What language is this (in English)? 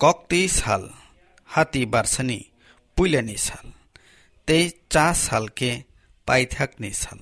Kok Borok